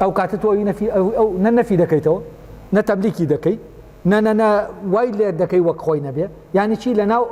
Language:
Central Kurdish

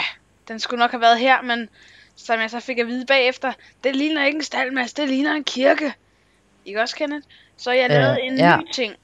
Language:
Danish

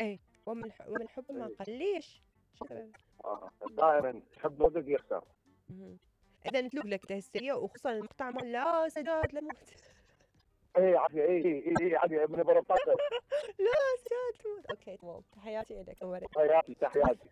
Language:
Mesopotamian Arabic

